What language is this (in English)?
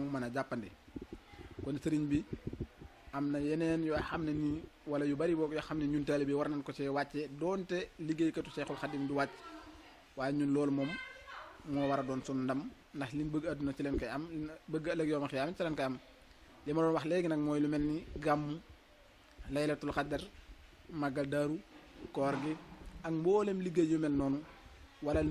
Wolof